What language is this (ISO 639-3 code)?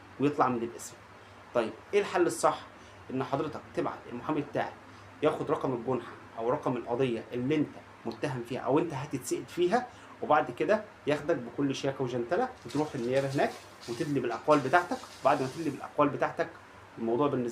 arz